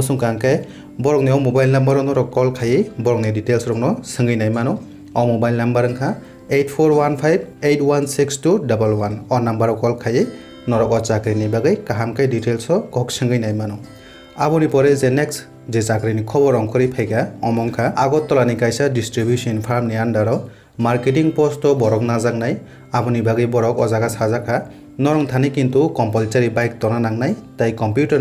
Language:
Kok Borok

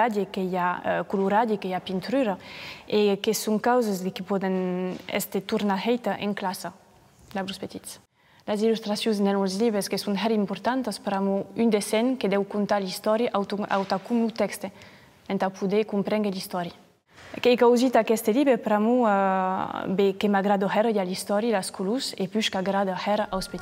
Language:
Occitan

